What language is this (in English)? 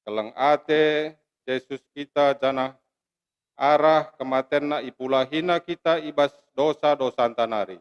Batak Karo